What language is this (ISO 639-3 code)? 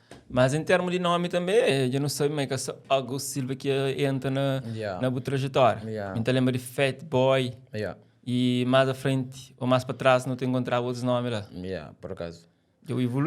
kea